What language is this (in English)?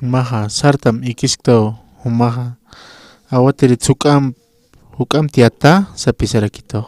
Aymara